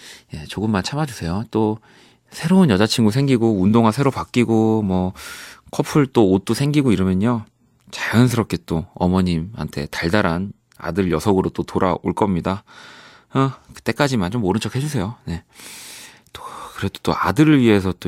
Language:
Korean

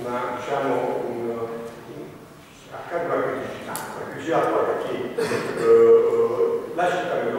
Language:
Italian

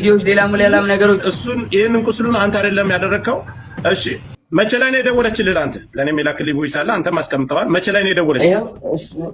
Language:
Amharic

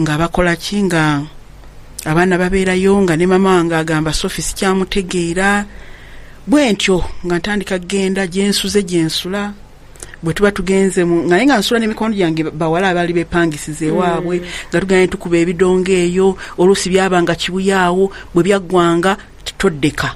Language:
Ganda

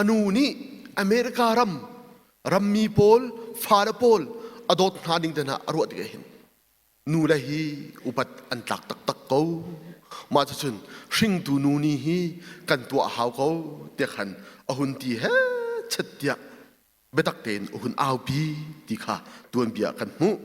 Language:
Hakha Chin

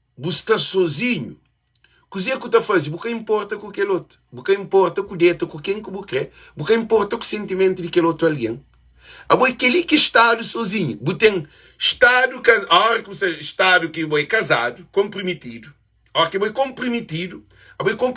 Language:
Kabuverdianu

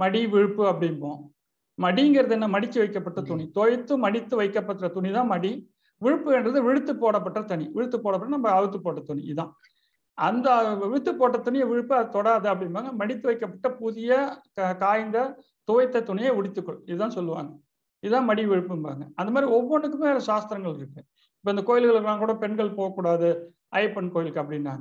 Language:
Tamil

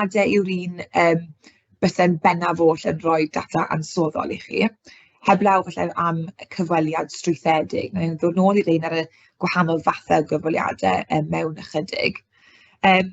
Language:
Welsh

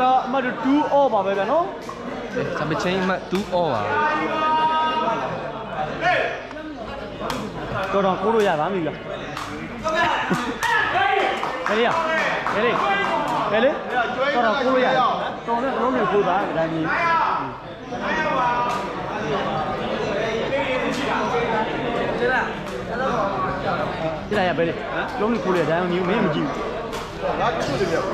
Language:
Burmese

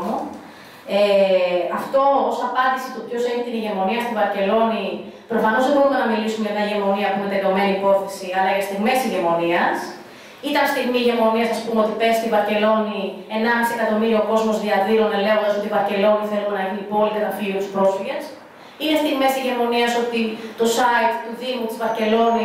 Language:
Greek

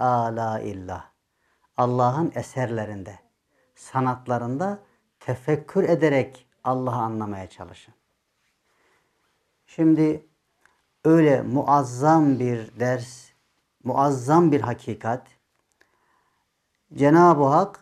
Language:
Turkish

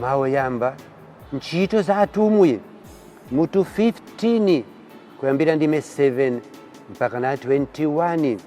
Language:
Nyanja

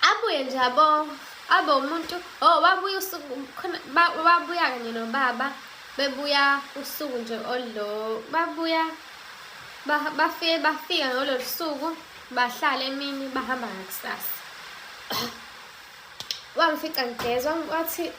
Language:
Zulu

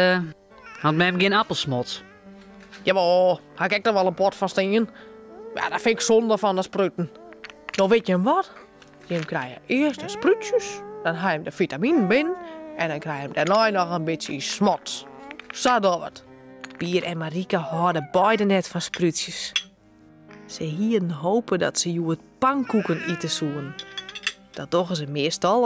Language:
Western Frisian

